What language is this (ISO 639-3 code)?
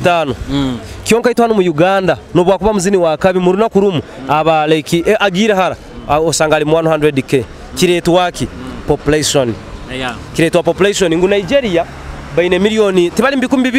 nyo